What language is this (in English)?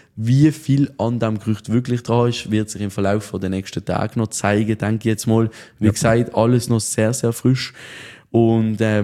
German